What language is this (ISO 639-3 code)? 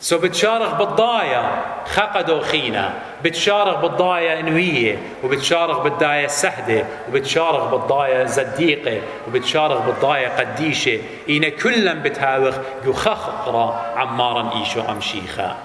aii